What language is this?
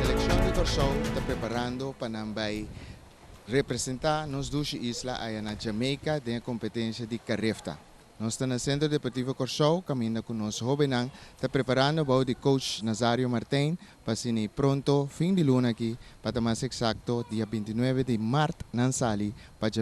Papiamento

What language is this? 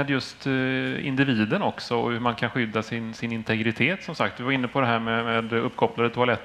Swedish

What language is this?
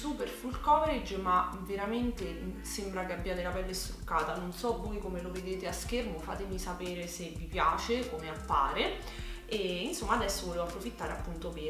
Italian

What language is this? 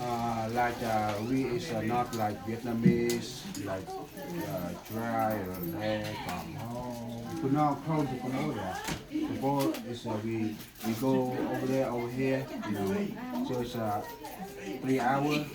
Central Mnong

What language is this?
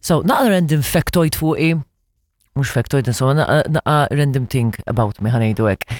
Maltese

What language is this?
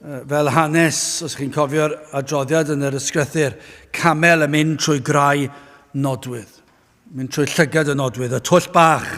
Welsh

